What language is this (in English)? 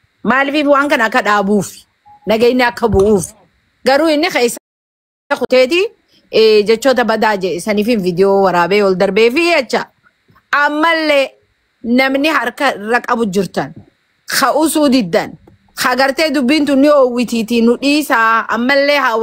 Oromo